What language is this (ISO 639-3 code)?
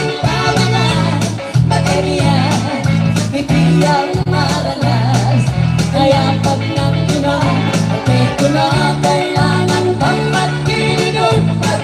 pam